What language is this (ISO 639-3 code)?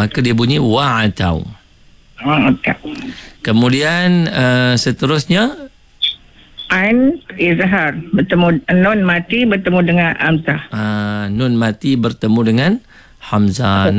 msa